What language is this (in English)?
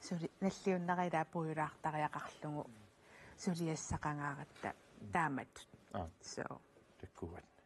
Kalaallisut